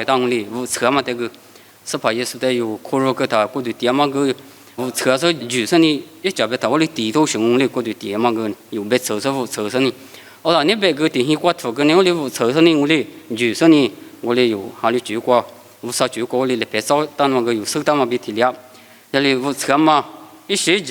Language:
Lisu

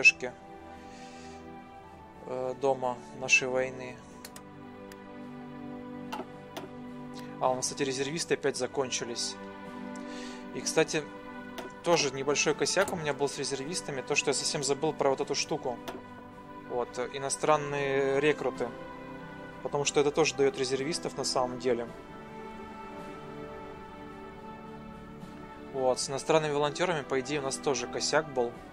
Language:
Russian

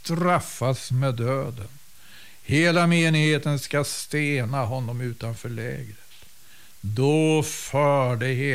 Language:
Swedish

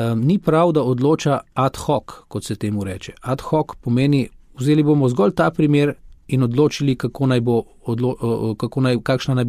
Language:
Slovenian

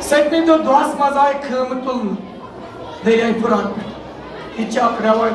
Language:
Kashmiri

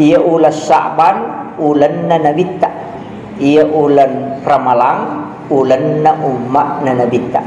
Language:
Buginese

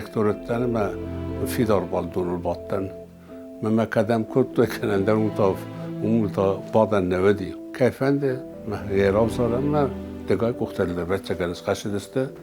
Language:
Ossetic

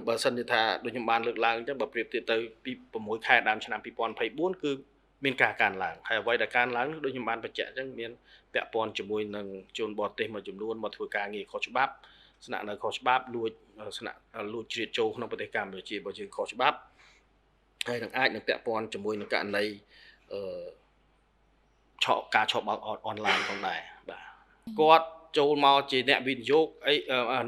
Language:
Khmer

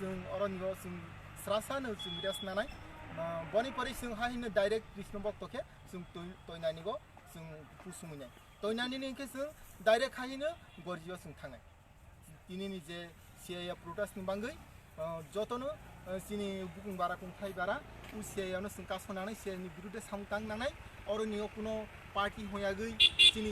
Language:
Kok Borok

